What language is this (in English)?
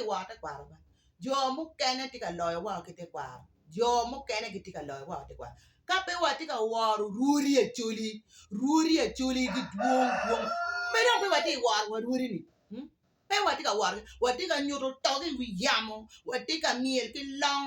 Acoli